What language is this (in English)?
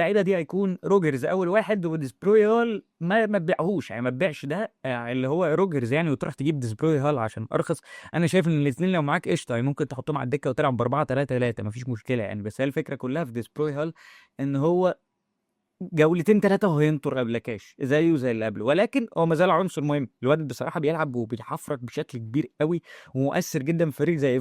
Egyptian Arabic